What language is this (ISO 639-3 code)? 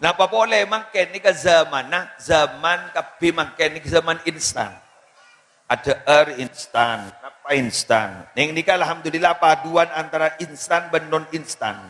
mad